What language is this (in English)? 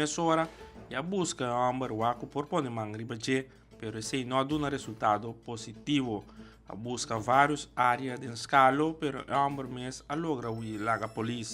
Papiamento